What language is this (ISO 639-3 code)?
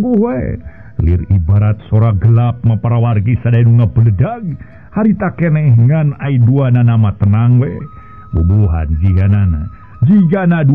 sun